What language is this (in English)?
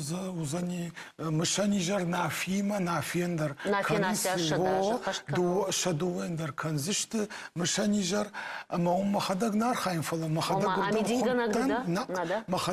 Ossetic